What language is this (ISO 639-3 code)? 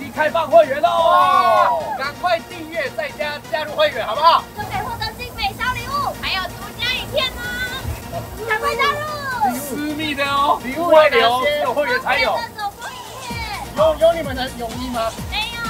zho